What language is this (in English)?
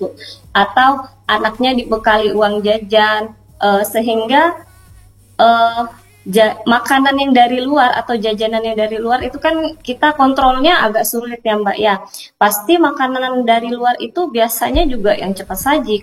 Indonesian